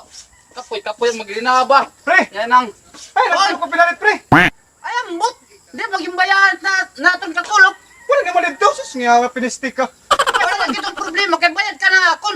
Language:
Waray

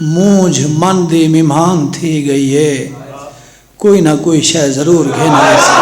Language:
Saraiki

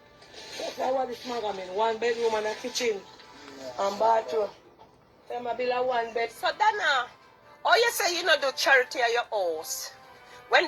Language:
Jamaican Creole English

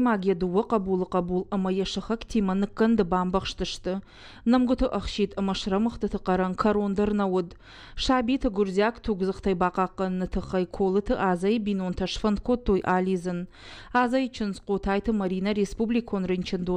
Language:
Ossetic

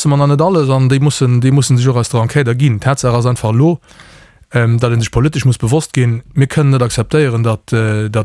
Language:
Luxembourgish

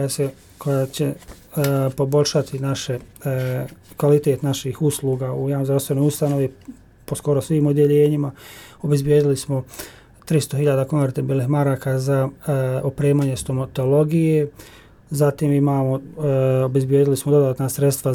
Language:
Bosnian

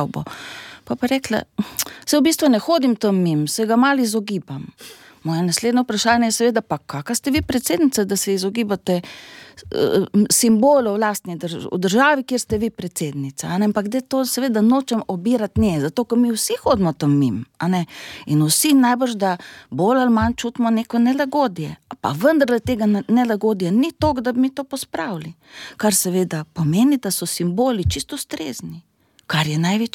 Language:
Slovenian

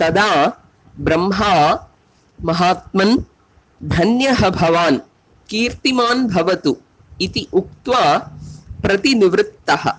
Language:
Sanskrit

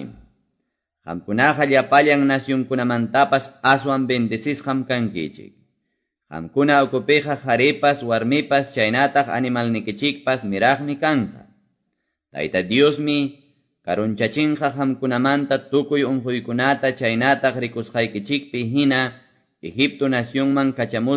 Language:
Ayacucho Quechua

